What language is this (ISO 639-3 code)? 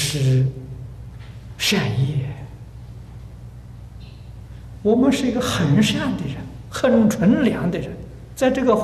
zho